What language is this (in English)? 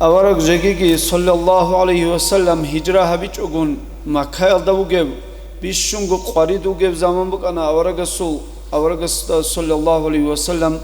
Avaric